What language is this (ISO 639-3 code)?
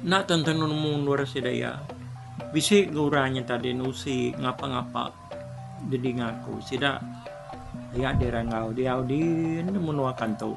iba